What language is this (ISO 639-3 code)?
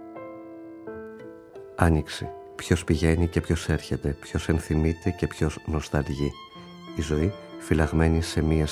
ell